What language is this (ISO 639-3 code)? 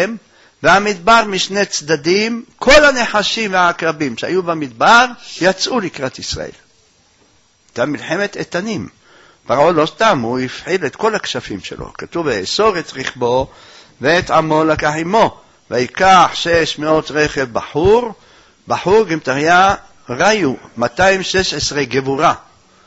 heb